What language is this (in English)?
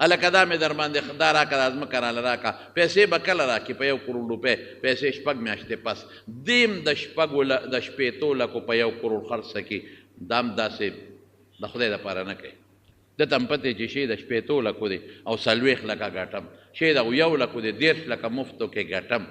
Pashto